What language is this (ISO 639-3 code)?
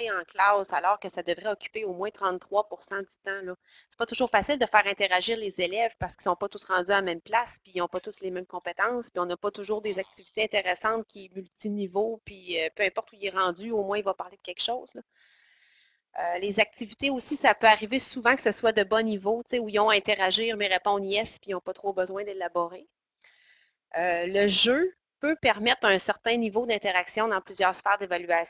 fra